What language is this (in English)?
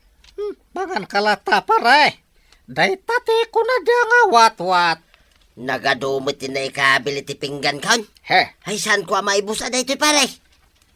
Iloko